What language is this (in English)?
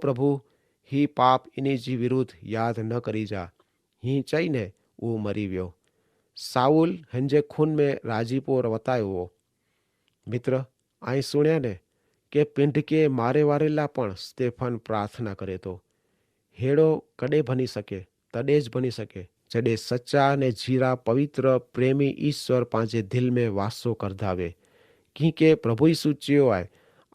Kachhi